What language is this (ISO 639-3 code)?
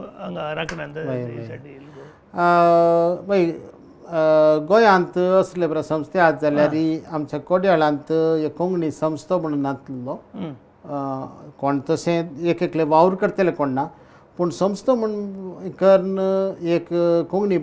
kok